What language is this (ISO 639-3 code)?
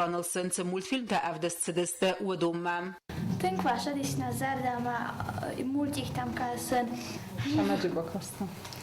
oss